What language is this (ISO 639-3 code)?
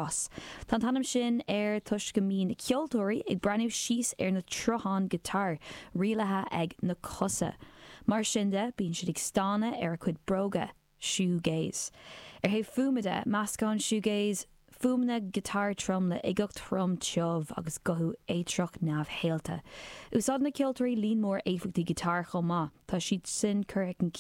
gle